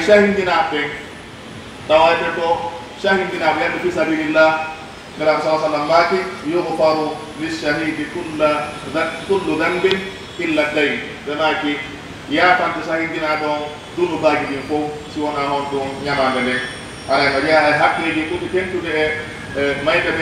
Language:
Pular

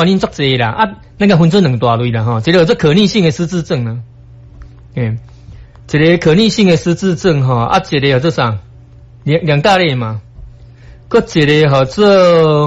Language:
Min Nan Chinese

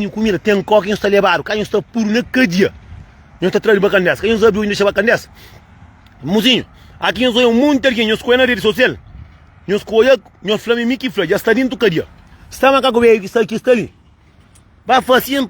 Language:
Kabuverdianu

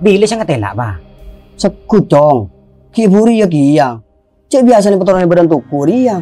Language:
Madurese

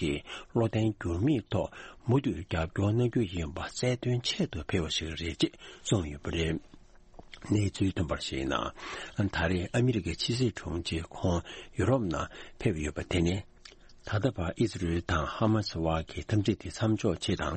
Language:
Tibetan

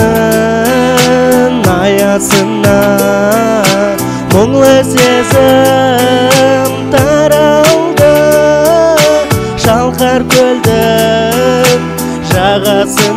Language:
Kazakh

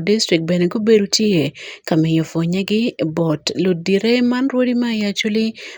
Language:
Acoli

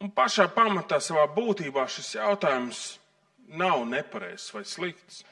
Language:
Latvian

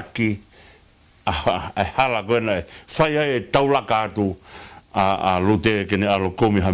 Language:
Tongan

